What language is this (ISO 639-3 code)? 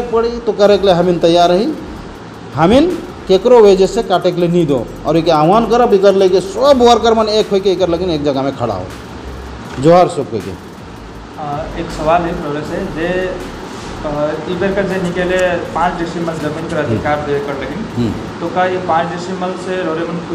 sck